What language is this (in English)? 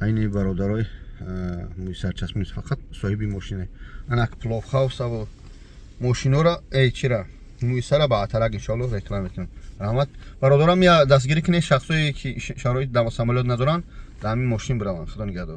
Tajik